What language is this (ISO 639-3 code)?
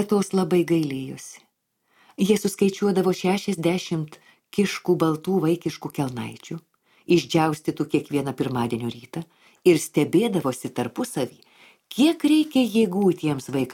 lit